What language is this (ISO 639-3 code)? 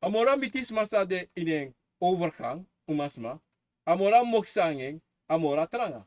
srn